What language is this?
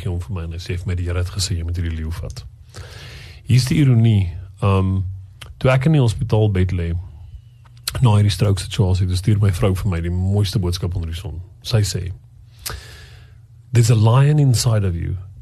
Afrikaans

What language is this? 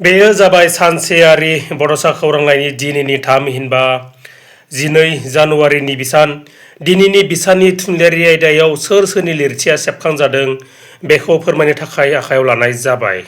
Bodo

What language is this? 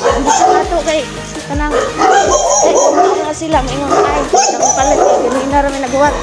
Cebuano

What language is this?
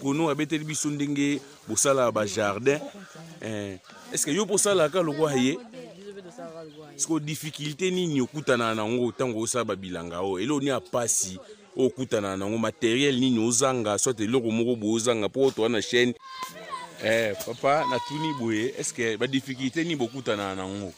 Lingala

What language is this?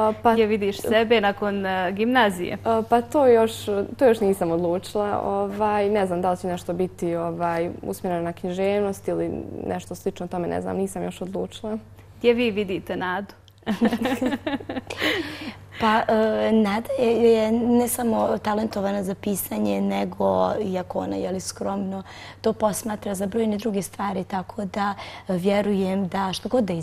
Bosnian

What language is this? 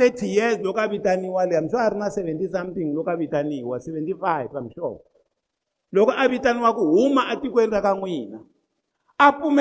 Tsonga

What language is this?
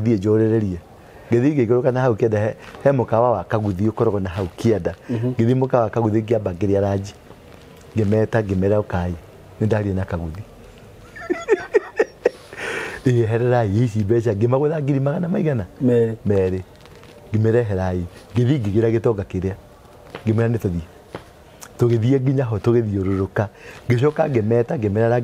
Kikuyu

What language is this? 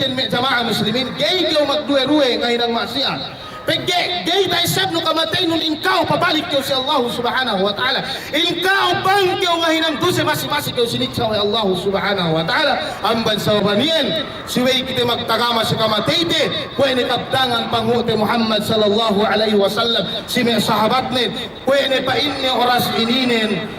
Yakan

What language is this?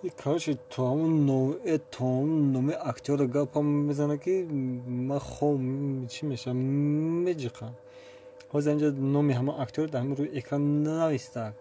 Tajik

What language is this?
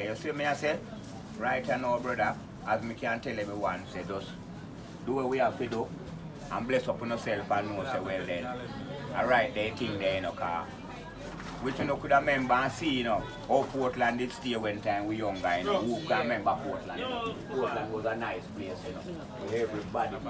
Jamaican Creole English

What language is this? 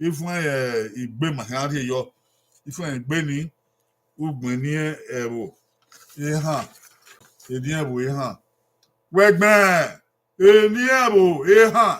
Bini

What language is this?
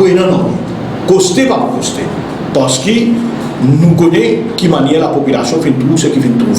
Morisyen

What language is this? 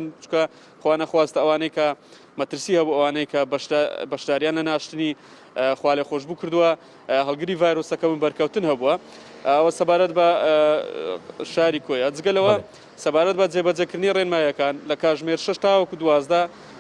Central Kurdish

